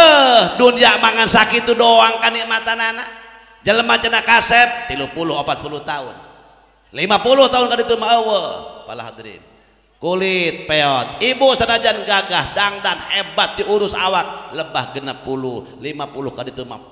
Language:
Sundanese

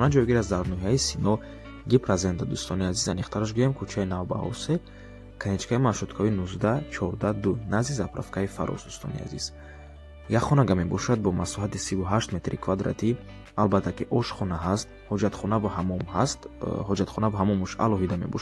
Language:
Tajik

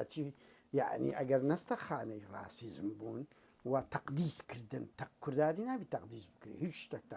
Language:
Central Kurdish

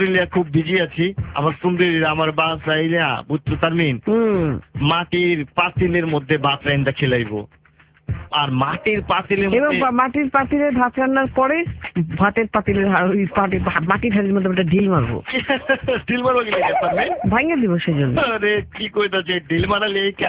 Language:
Bangla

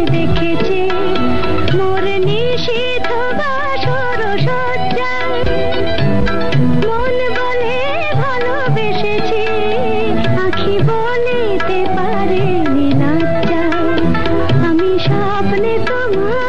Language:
Bangla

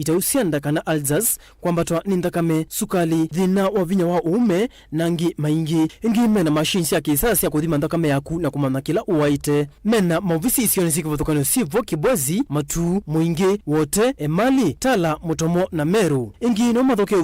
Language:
Kamba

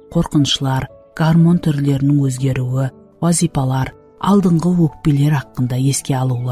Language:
Kara-Kalpak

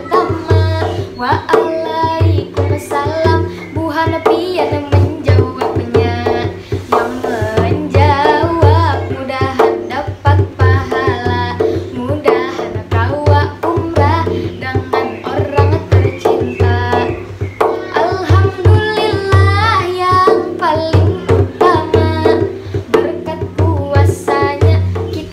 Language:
Banjar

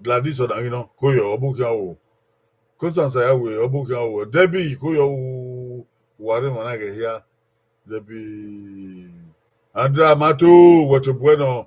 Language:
Bini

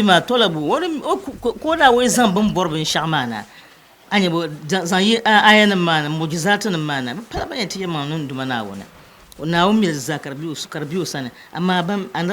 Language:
Dagbani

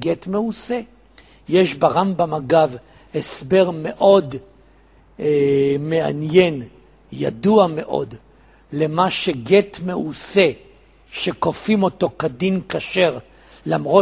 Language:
Hebrew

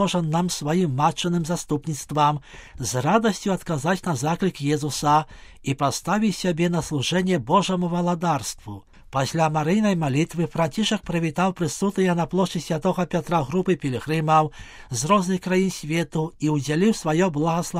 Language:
Belarusian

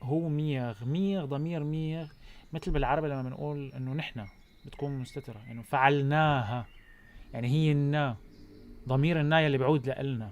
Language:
North Levantine Arabic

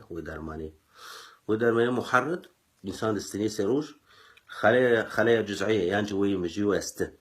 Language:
Kurdish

